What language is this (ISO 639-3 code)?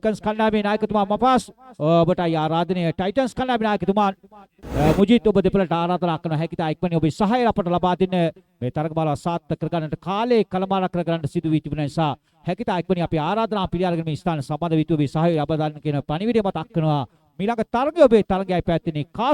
sin